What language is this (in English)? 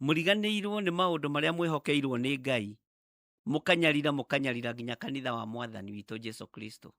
Kikuyu